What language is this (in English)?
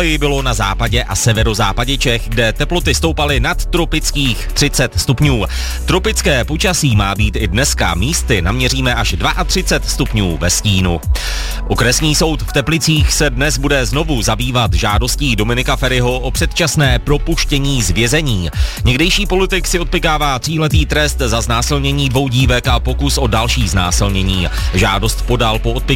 Czech